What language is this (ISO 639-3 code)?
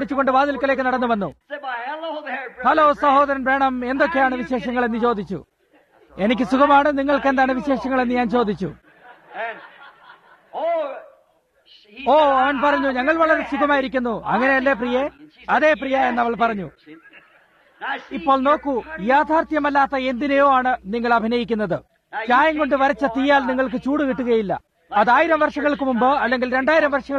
mal